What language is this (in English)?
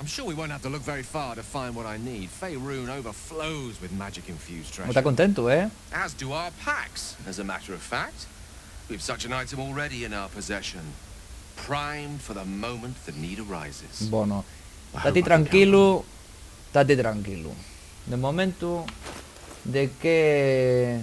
Asturian